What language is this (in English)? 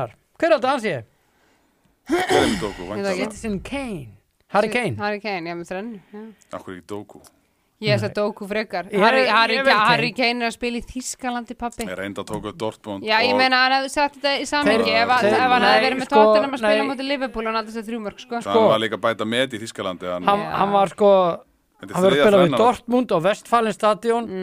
Icelandic